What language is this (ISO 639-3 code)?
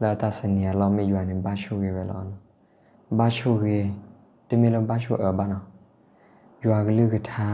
ksw